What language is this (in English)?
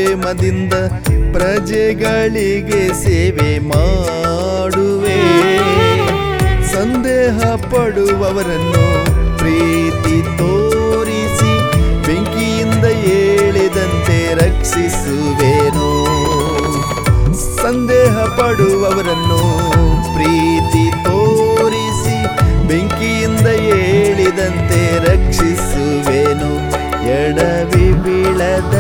Kannada